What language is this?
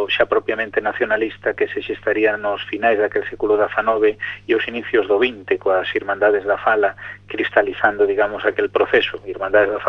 Galician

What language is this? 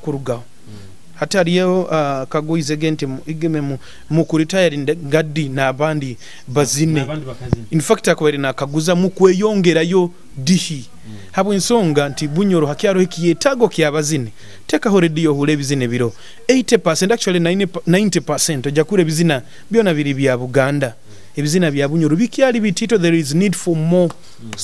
Nyoro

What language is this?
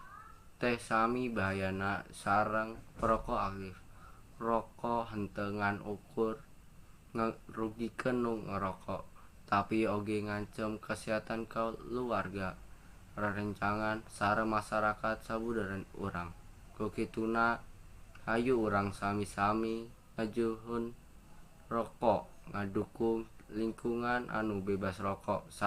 Sundanese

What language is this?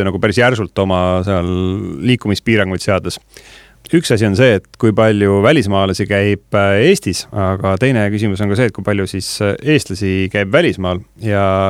Estonian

